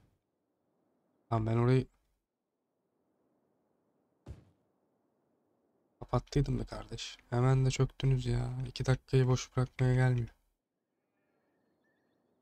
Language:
Turkish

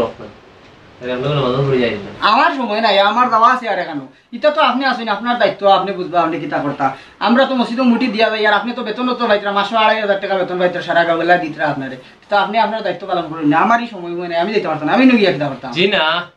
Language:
Sylheti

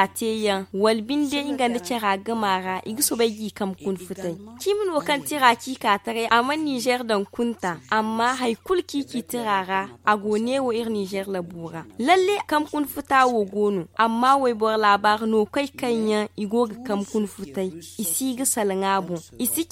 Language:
Zarma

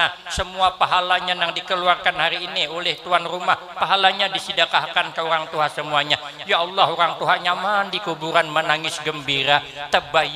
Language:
Banjar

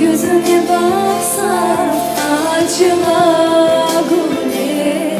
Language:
Crimean Tatar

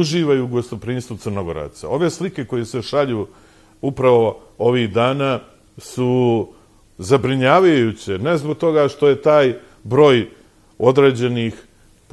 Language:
Serbian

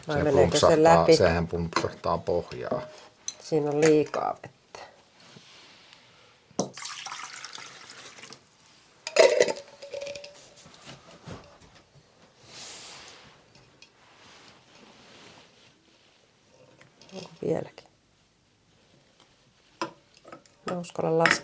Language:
Finnish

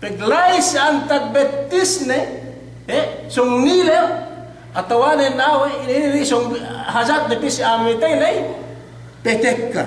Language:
Yakan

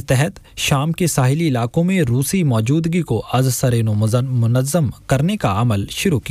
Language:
Urdu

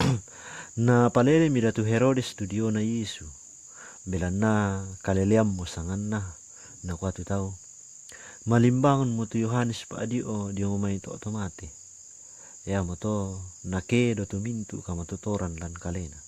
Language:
Toraja-Sa'dan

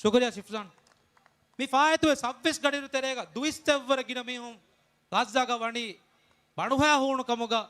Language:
Divehi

